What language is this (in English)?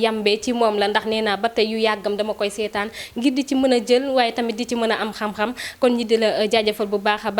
Wolof